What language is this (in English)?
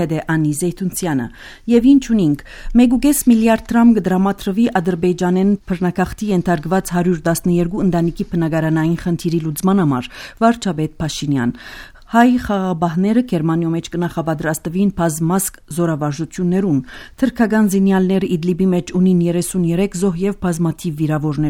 Armenian